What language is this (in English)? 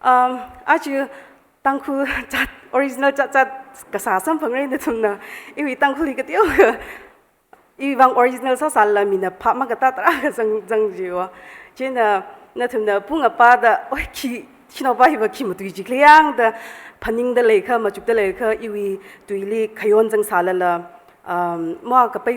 Tangkhul Naga (India)